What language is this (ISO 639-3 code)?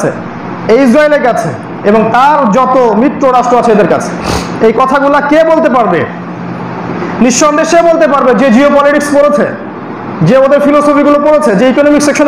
ben